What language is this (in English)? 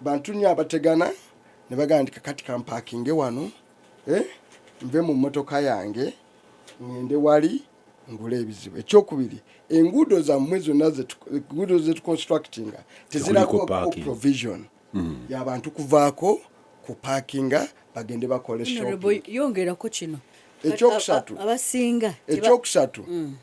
Ganda